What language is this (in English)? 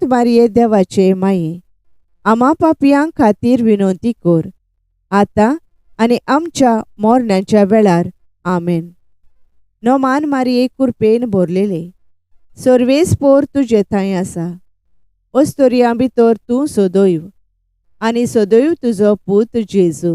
Konkani